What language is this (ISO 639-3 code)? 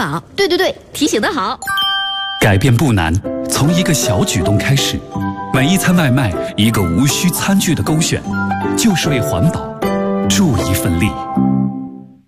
zho